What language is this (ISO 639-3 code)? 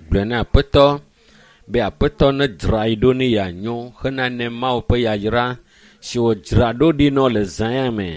ewe